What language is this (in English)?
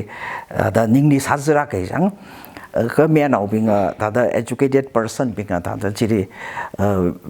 Tangkhul Naga (India)